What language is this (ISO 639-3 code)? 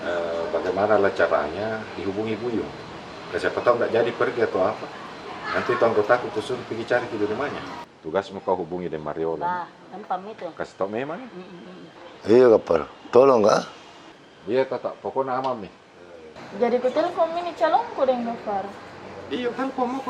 mfp